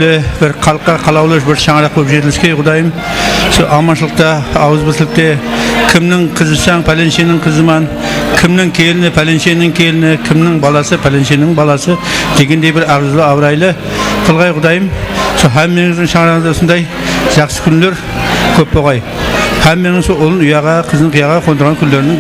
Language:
Kara-Kalpak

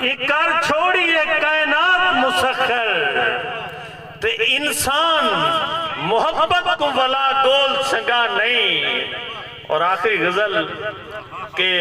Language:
Saraiki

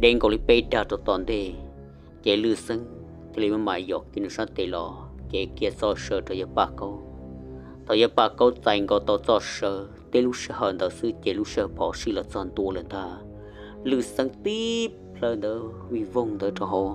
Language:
Hmong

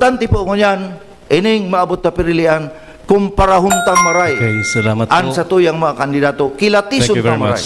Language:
Bikol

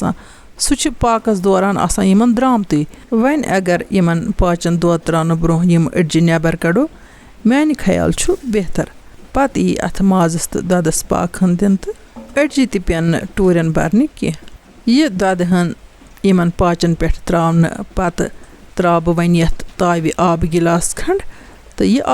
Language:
Kashmiri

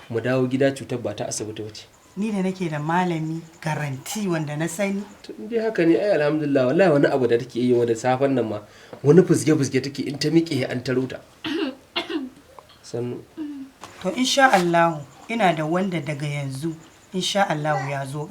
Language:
Hausa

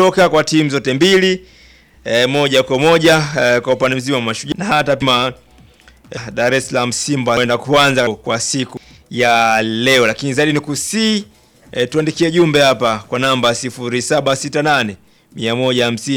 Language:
Swahili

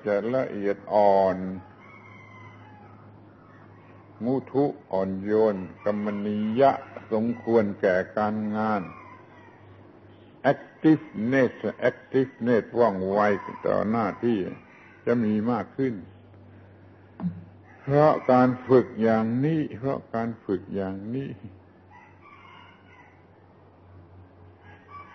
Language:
Thai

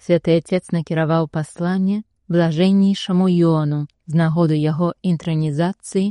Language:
Belarusian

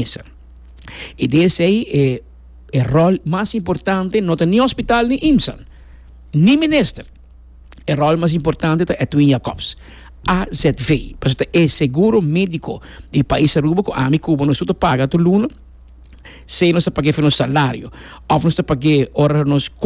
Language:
Papiamento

